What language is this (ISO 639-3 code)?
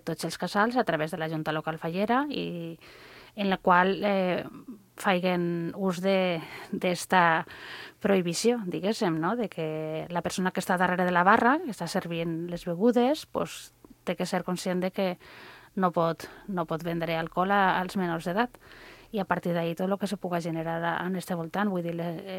cat